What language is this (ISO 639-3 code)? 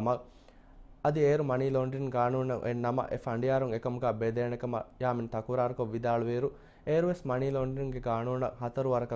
div